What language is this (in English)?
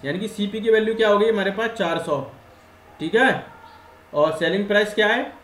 Hindi